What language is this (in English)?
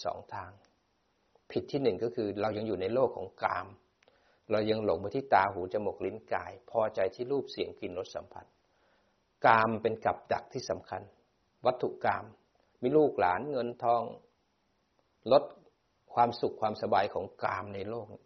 Thai